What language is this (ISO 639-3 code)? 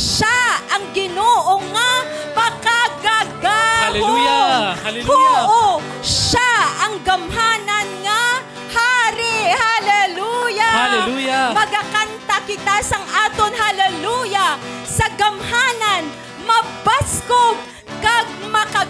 hil